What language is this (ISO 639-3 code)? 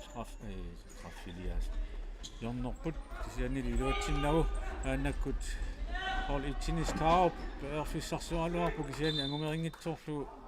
kal